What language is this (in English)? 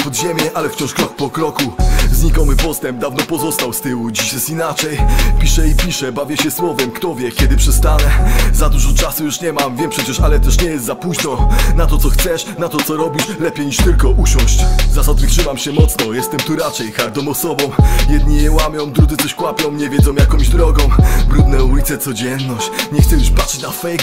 Polish